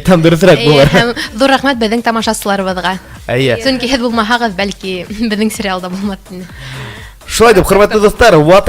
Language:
Bashkir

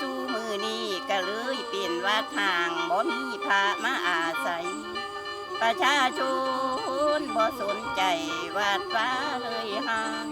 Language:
Northeastern Thai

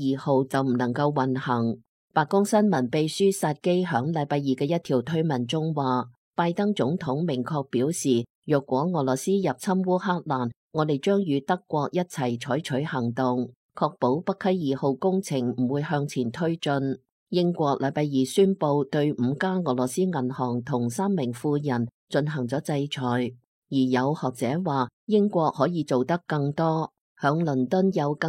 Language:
Cantonese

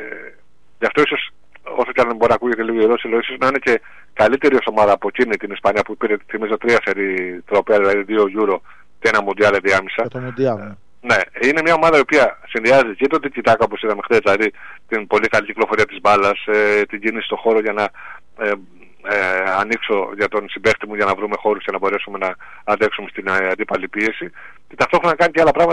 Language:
Greek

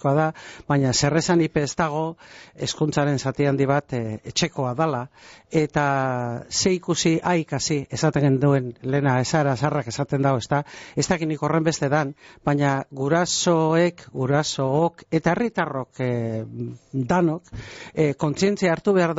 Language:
Basque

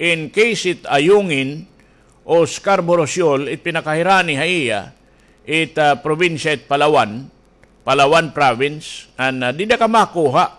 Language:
Waray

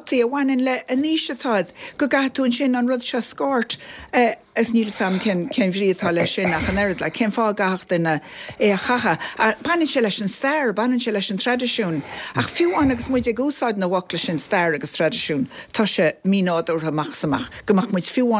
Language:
Irish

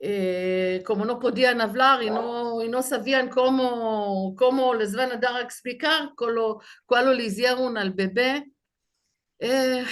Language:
Ladino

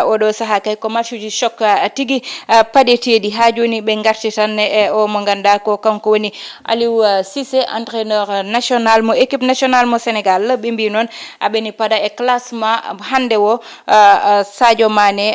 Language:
Fula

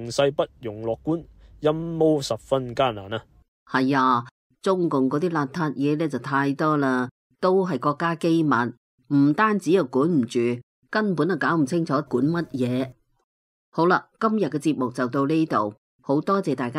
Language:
Cantonese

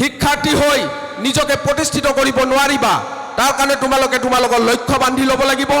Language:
Assamese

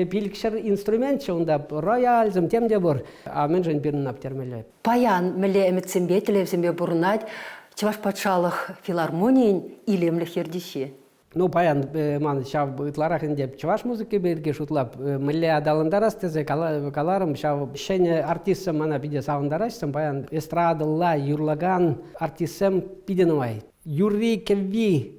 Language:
Chuvash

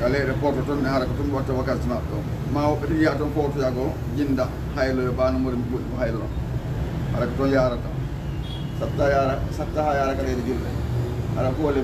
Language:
Fula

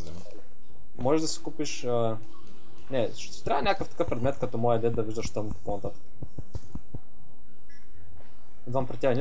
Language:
Bulgarian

